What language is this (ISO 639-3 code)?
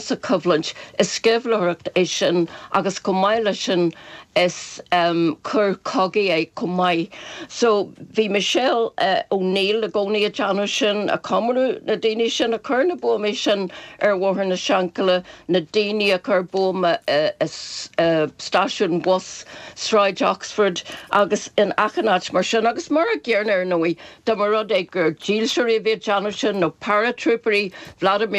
gle